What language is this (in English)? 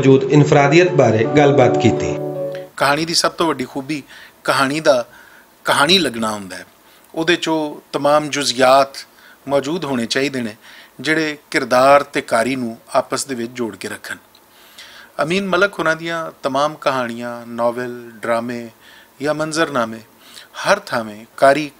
Western Panjabi